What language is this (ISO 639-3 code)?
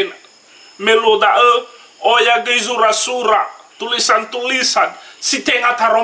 nia